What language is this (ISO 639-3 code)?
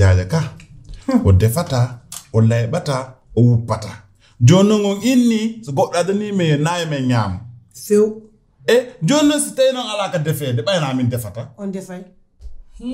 fuf